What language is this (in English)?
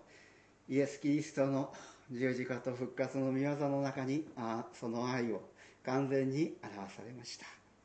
Japanese